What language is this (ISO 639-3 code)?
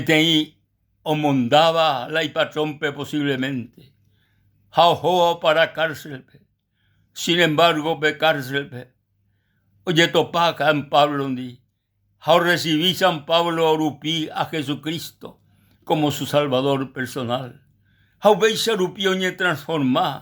grn